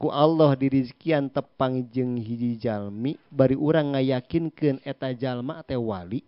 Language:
Sundanese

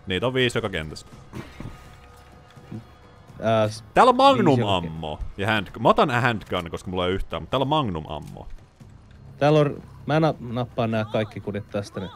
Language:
Finnish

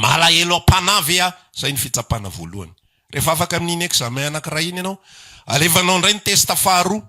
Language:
Malagasy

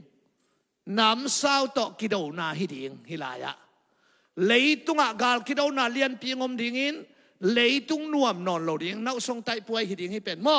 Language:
Tedim Chin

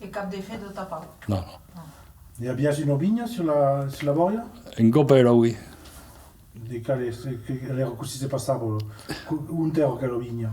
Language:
Occitan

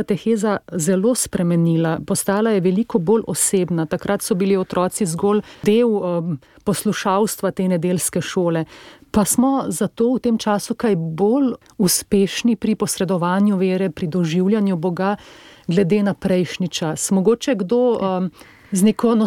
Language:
Slovenian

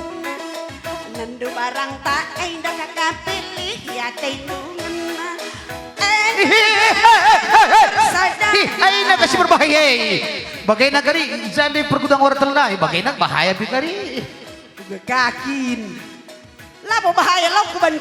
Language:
Batak Karo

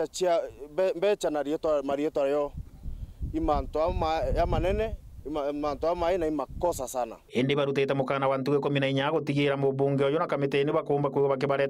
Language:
Meru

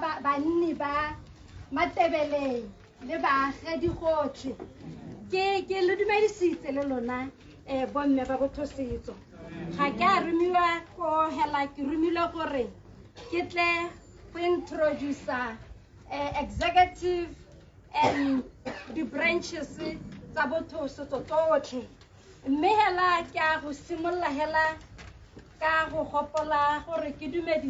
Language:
Tswana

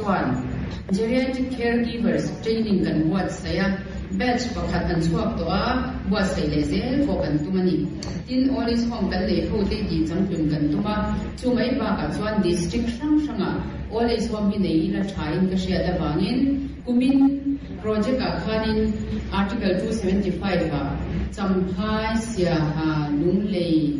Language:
Mizo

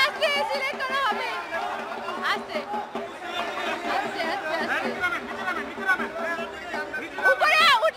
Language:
Bangla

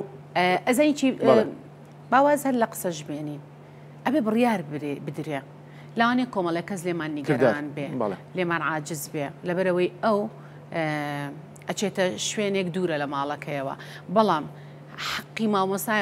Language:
Central Kurdish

